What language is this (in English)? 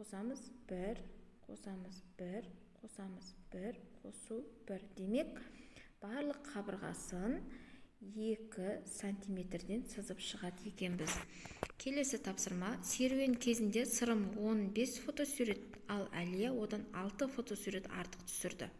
Kazakh